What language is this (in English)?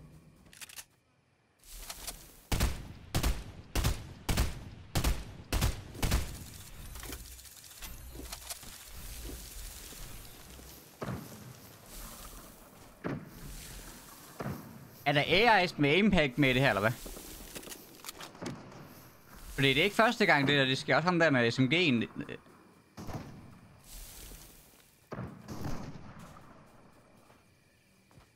Danish